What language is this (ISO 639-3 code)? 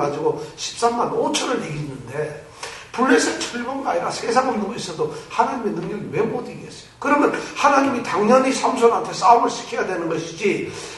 kor